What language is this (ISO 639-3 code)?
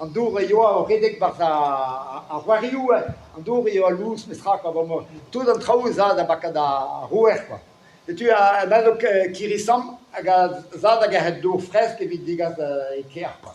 bre